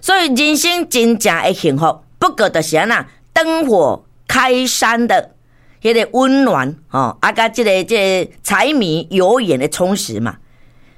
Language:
Min Nan Chinese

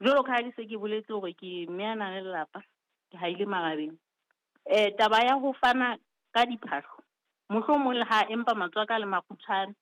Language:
Southern Sotho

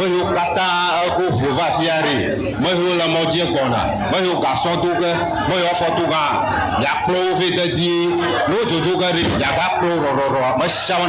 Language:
Ewe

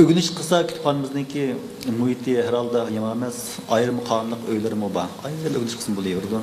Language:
Uyghur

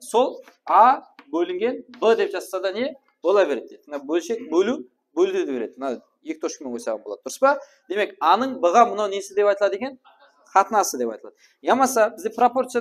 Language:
Kara-Kalpak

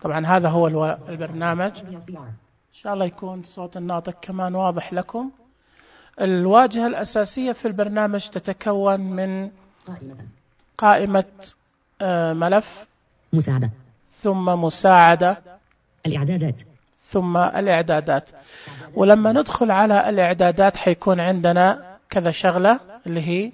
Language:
Najdi Arabic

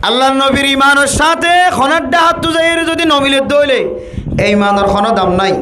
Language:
Rohingya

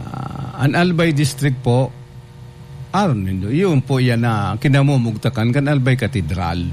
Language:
Bikol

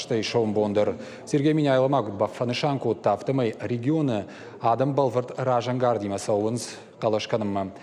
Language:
Ossetic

